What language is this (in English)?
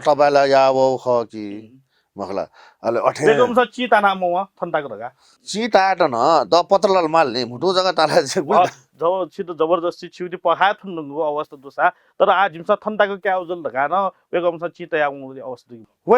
Newari